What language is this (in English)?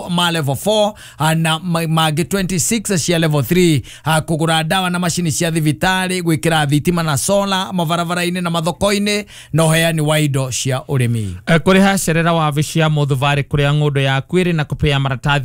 Kikuyu